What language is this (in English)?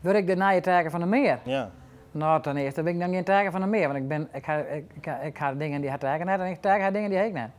Western Frisian